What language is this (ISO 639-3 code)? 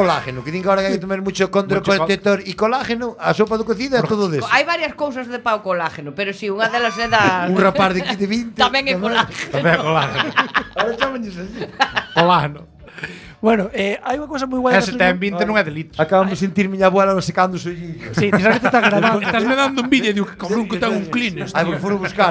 glg